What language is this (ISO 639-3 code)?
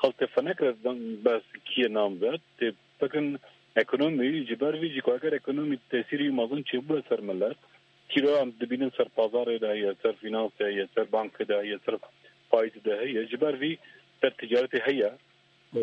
kur